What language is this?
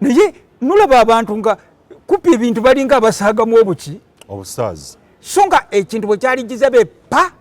Ganda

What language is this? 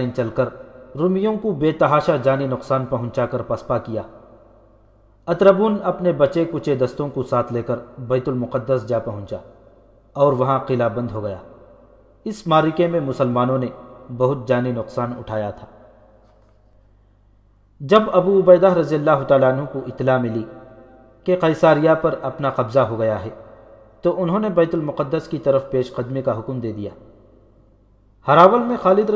Urdu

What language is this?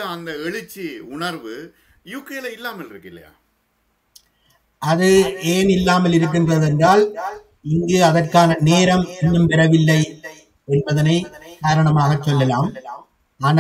Tamil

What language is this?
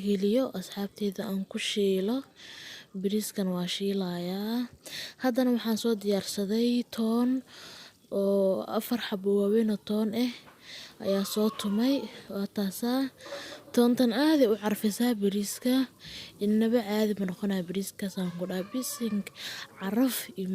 Somali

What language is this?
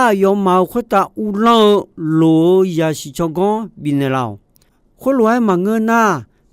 Akha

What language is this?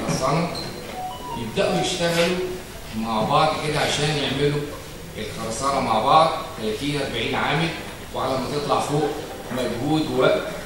Egyptian Arabic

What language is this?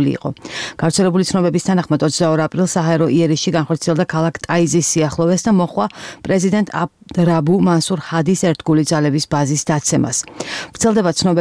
Georgian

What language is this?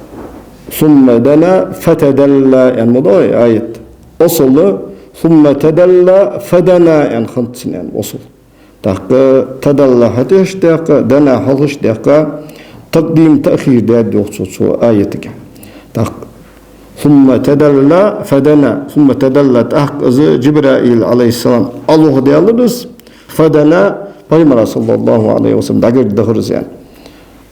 Ingush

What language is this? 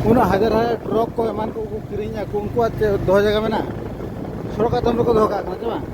Santali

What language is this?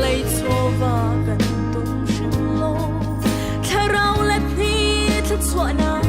Hakha Chin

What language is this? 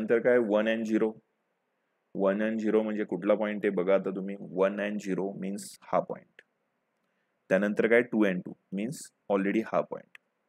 Marathi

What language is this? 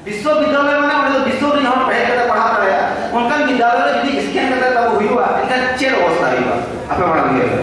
Santali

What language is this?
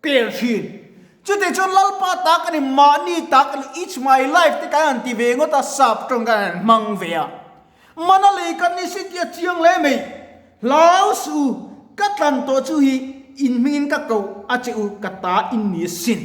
Mizo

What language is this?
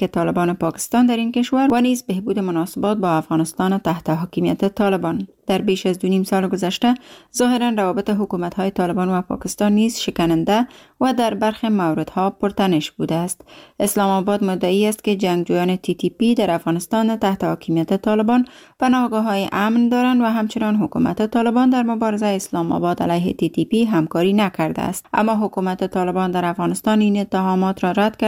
Persian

